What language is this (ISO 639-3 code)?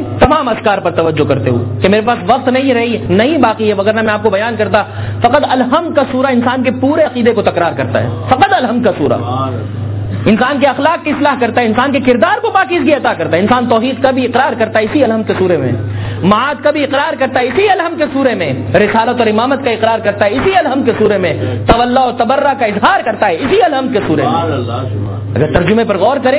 urd